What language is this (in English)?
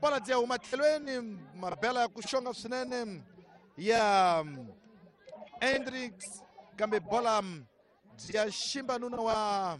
Tsonga